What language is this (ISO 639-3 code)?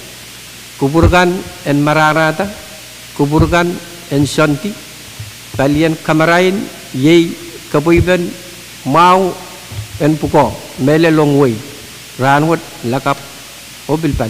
pon